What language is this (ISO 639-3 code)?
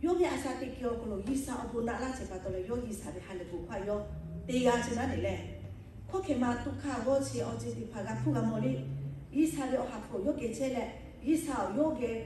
lhu